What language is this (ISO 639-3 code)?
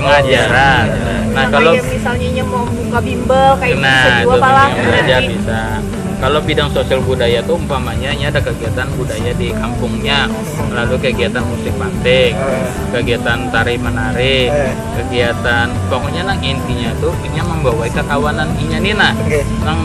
bjn